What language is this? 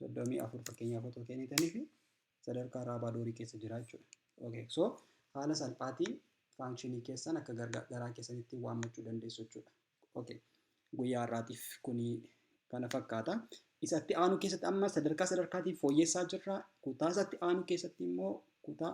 Oromo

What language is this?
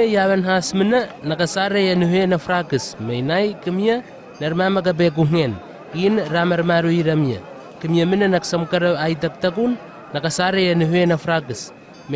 Southwest Tanna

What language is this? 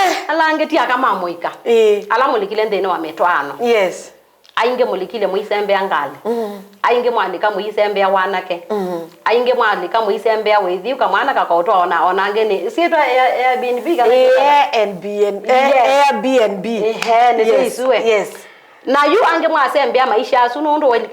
Kamba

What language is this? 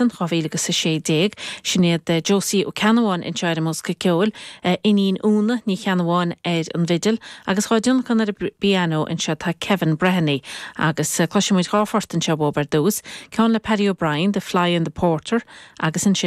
Irish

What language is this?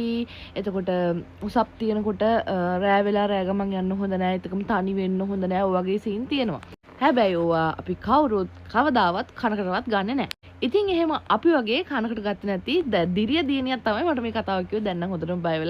Sinhala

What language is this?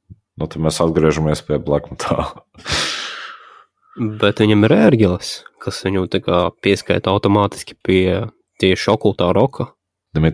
Latvian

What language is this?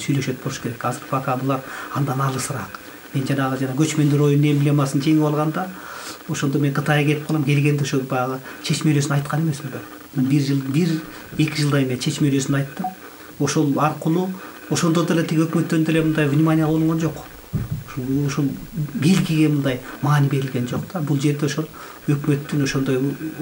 Kyrgyz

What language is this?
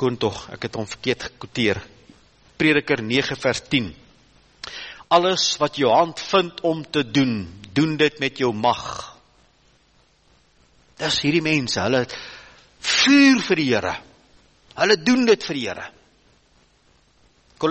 Afrikaans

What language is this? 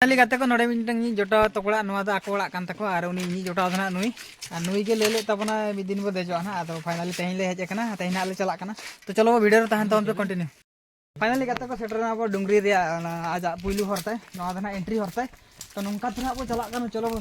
Santali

